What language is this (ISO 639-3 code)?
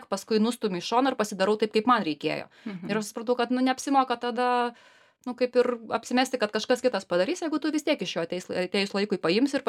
lit